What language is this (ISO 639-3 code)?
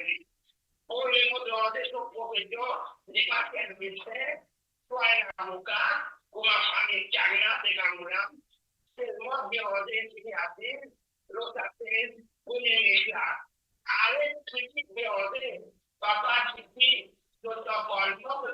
mfe